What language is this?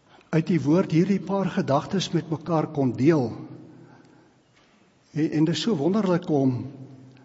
Afrikaans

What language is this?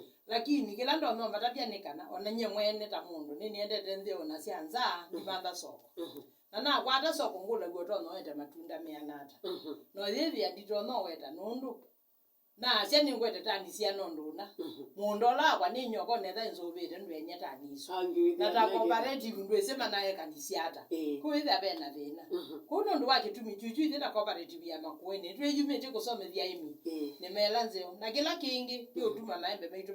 Kamba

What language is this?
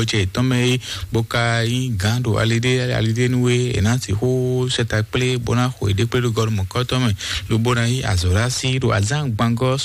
Fon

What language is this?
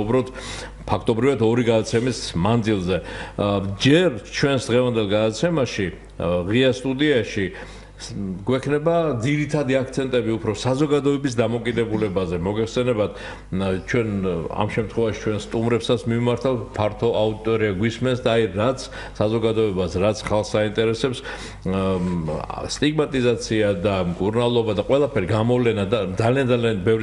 Georgian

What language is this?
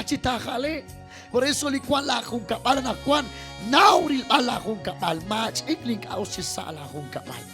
Kekchí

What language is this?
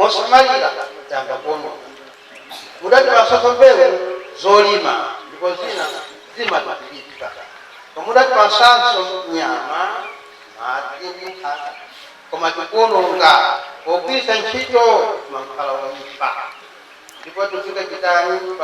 Nyanja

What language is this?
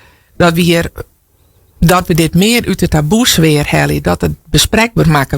Western Frisian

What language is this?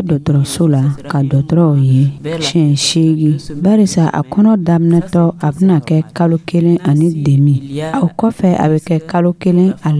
Dyula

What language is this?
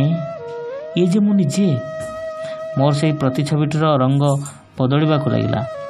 Odia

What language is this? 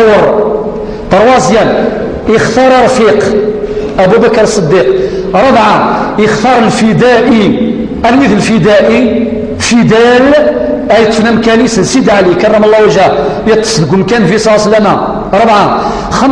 Kabyle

